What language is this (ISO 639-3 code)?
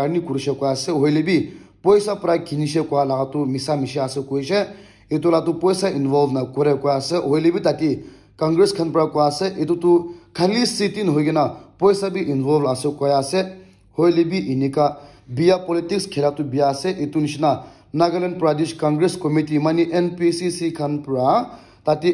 nag